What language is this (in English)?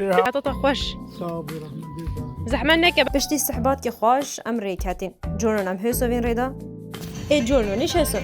Kurdish